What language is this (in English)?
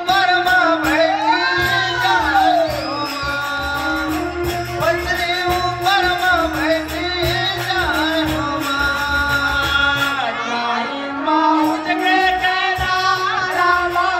Chhattisgarhi